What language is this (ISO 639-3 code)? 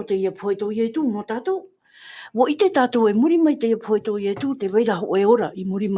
tah